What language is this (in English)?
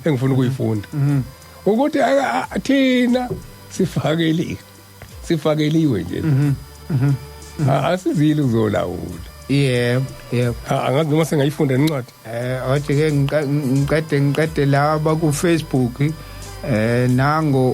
Zulu